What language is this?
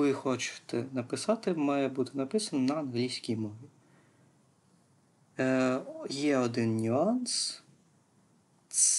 Ukrainian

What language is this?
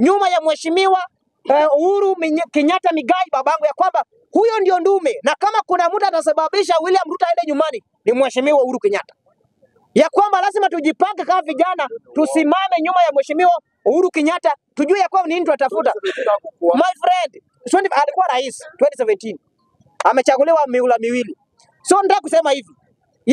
Swahili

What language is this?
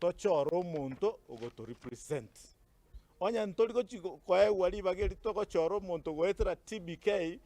Gusii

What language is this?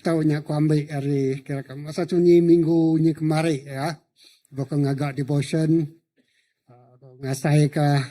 Iban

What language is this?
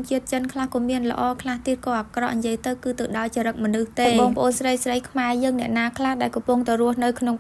Khmer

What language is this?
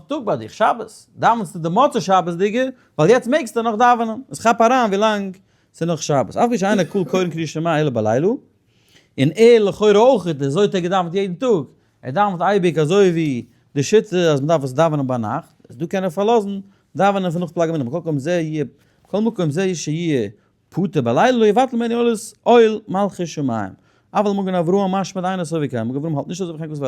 Yiddish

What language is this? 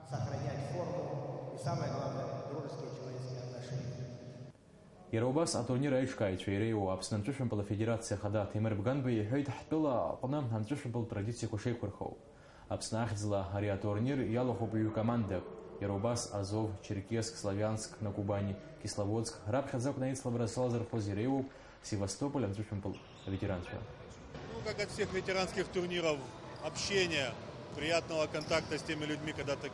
Abkhazian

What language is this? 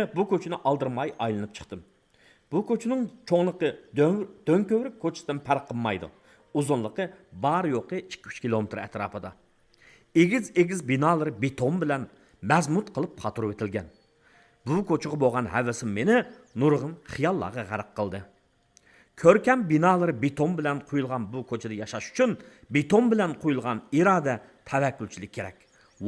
Uyghur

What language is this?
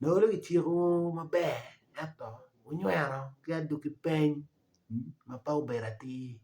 Acoli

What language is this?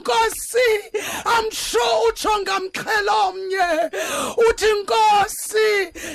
Xhosa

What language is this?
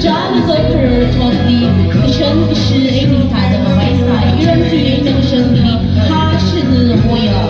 Tangkhul Naga (India)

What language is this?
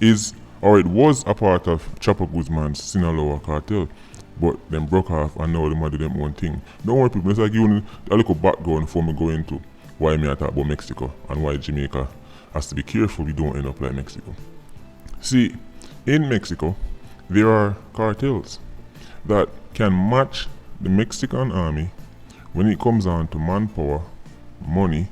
Jamaican Creole English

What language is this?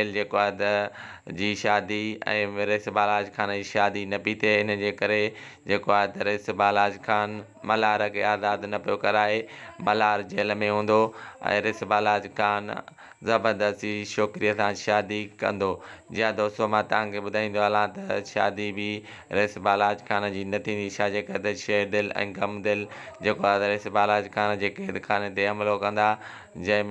Sindhi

